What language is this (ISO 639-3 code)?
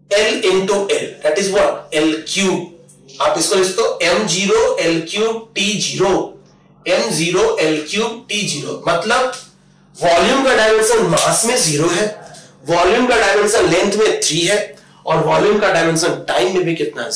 hin